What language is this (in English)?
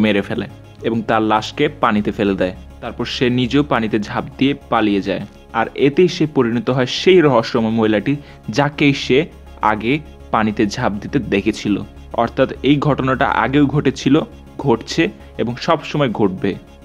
Bangla